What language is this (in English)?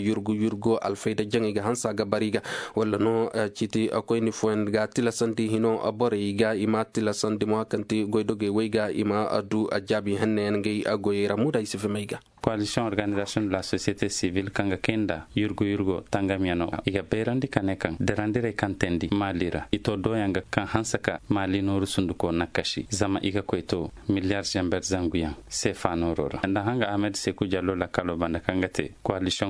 Zarma